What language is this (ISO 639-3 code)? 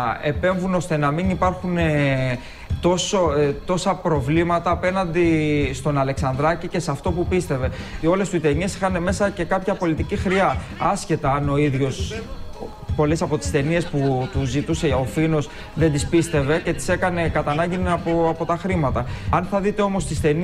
ell